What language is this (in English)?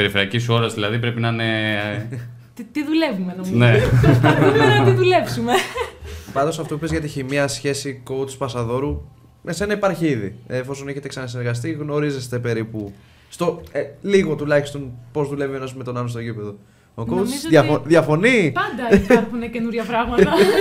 Greek